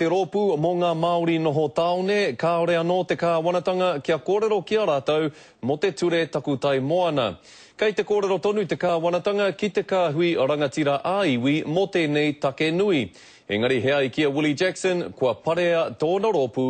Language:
Māori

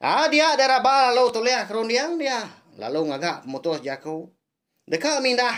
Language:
Iban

